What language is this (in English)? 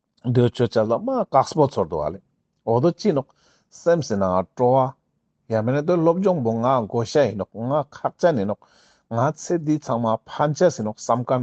Ladakhi